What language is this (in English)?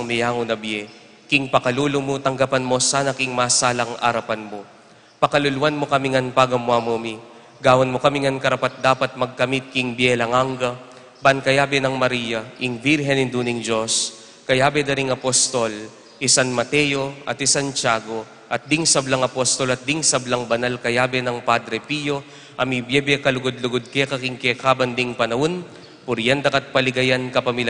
Pampanga